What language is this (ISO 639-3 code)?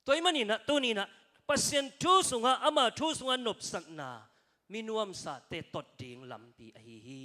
ctd